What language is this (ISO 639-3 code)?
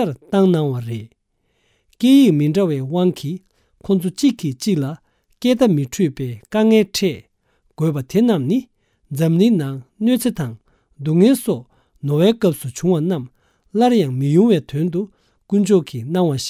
bod